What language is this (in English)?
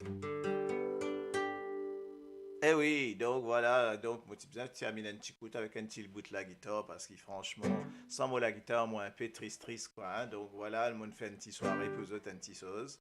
Morisyen